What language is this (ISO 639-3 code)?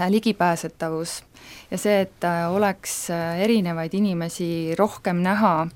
est